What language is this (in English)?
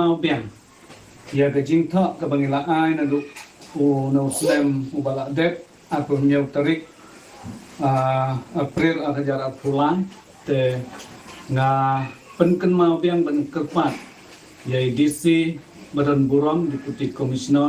Khasi